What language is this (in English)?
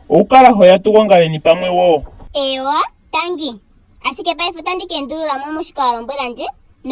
Ndonga